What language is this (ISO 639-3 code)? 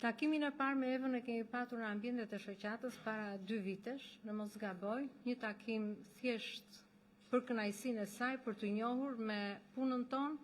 sqi